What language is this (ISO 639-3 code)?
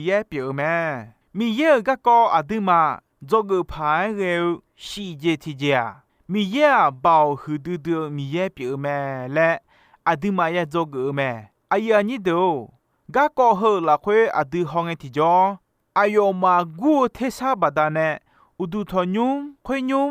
ahk